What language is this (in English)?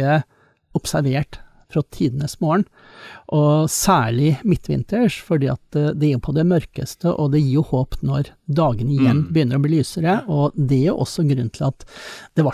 Norwegian